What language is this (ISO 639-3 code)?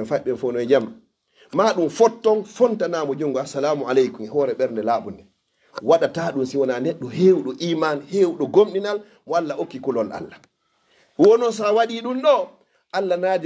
ful